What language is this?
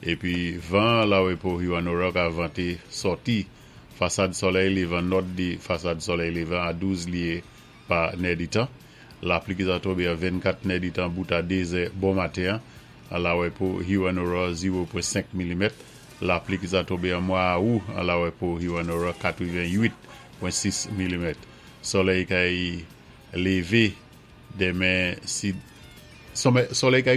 Saint Lucian Creole French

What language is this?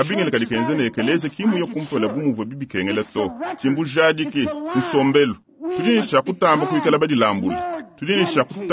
Luba-Lulua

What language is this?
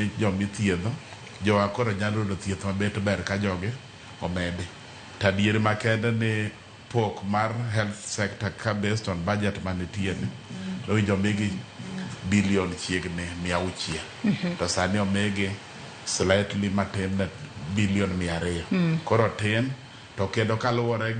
Luo (Kenya and Tanzania)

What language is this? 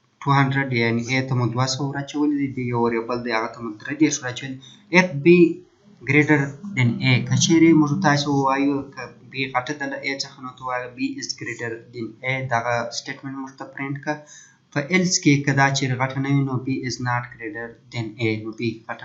Pashto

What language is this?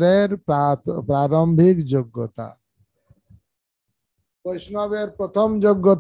Bangla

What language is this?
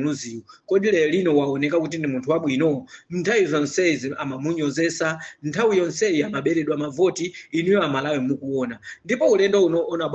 Nyanja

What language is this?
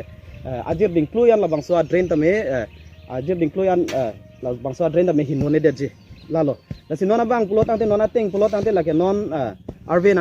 Karbi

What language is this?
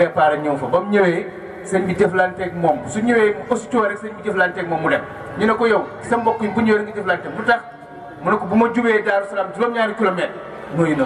Wolof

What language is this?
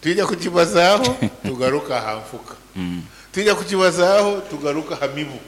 Nyankole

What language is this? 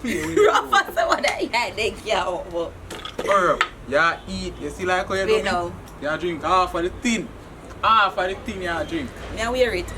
Jamaican Creole English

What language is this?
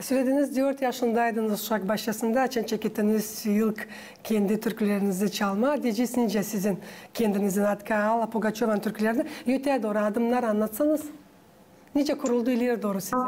Gagauz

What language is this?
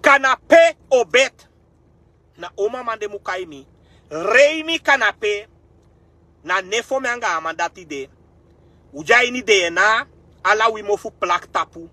Sranan Tongo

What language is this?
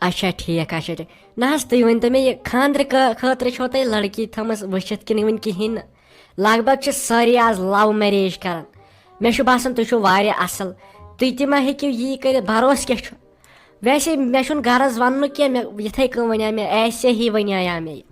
Kashmiri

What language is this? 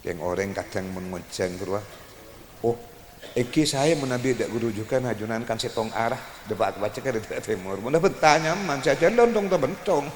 Madurese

